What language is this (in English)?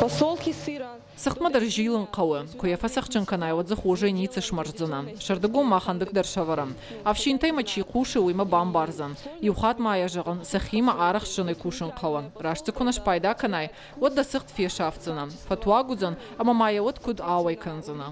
Ossetic